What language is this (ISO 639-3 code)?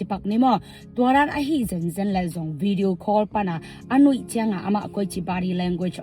ctd